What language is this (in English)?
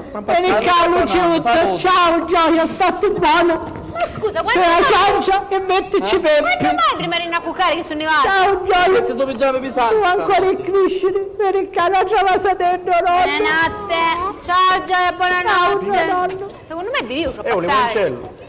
Sicilian